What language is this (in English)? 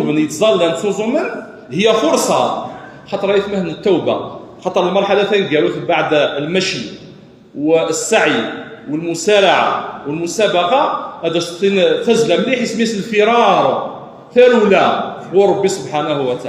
Kabyle